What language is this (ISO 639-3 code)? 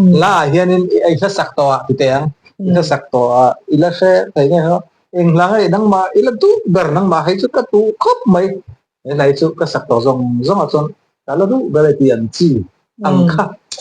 lus